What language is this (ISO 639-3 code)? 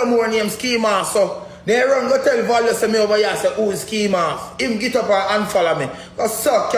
jam